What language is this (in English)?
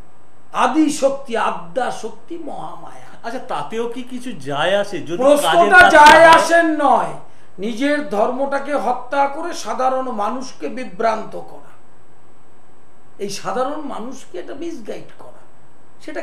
Bangla